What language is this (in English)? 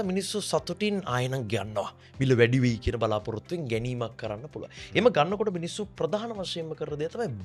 Sinhala